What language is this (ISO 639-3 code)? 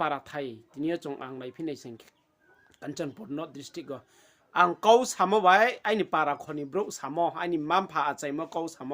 ria